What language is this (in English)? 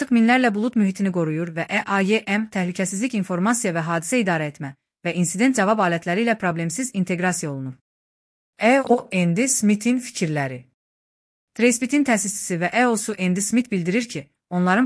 Azerbaijani